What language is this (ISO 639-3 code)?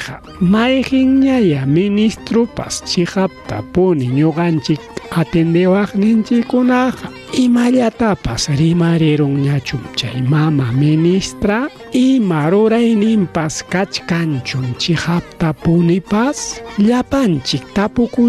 quy